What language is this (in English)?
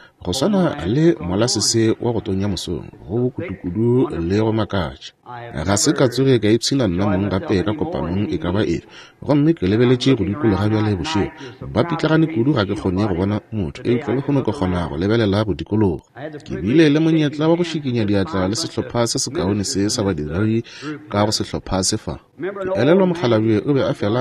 Northern Sotho